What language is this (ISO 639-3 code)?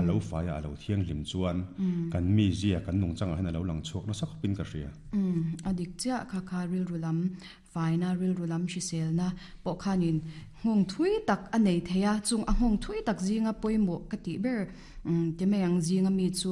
lus